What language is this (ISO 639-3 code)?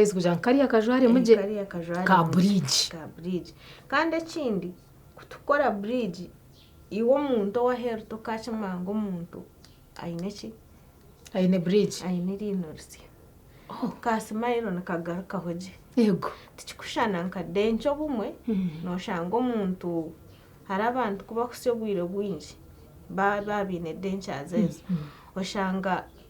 nyn